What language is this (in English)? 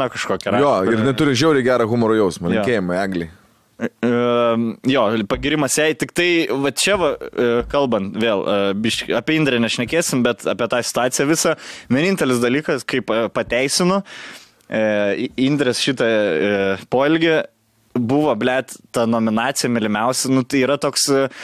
Lithuanian